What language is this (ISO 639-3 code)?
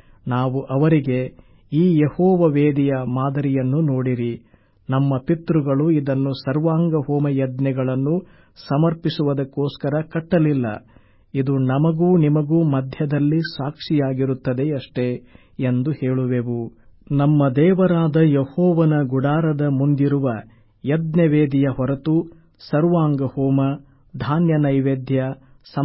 kan